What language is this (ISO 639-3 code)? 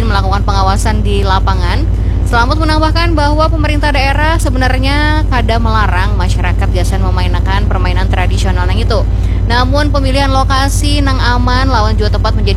bjn